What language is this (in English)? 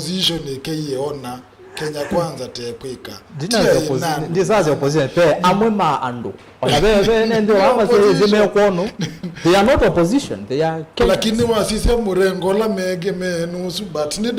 Kamba